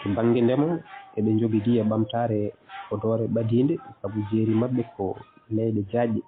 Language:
Fula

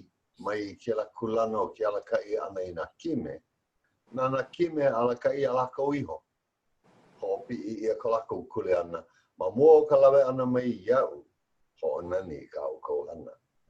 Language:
Hawaiian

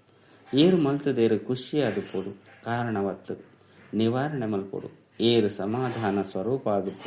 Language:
Tulu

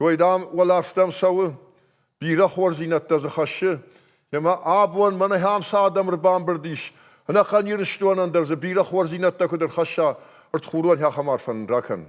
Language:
Ossetic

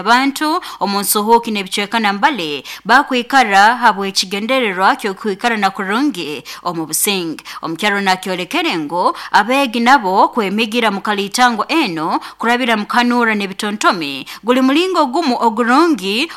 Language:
Nyoro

